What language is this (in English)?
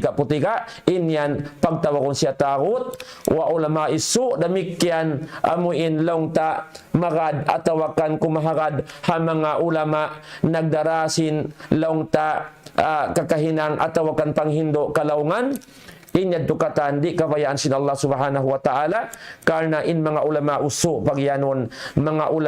Tausug